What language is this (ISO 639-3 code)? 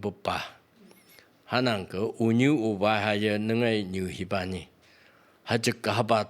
nph